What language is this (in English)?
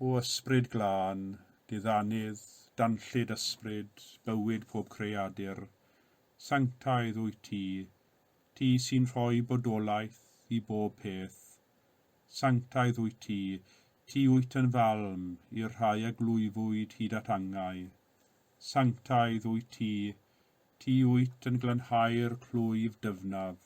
Welsh